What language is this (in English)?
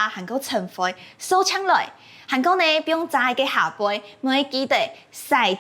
Hakka Chinese